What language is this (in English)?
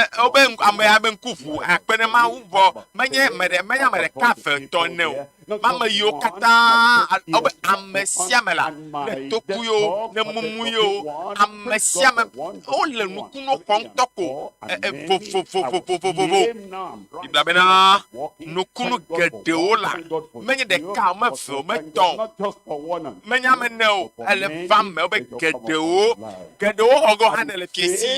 Ewe